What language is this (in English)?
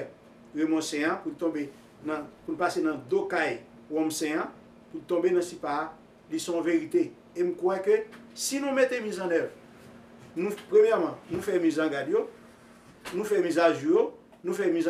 Haitian Creole